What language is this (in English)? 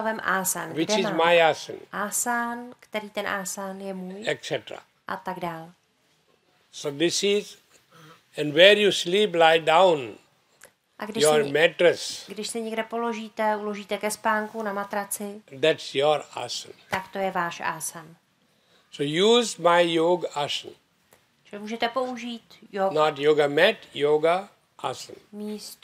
Czech